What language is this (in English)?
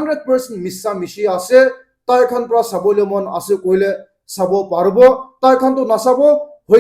Naga Pidgin